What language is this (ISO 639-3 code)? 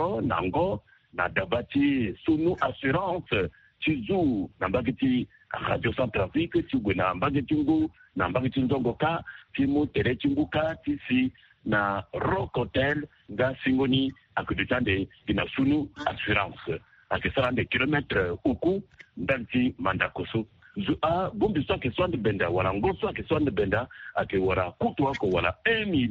sag